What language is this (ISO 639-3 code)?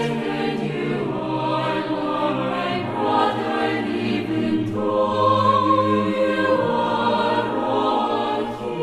quh